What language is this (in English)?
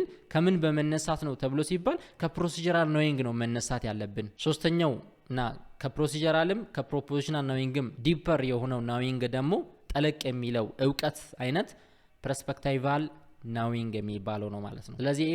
Amharic